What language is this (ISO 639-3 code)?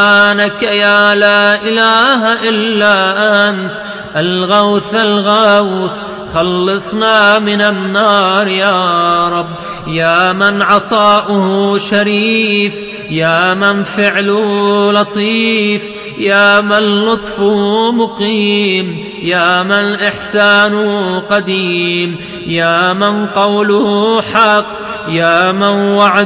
ara